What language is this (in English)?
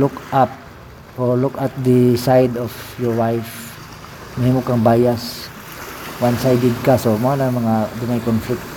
Cebuano